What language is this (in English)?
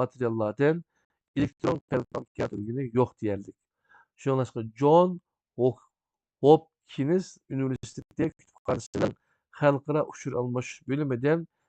Uyghur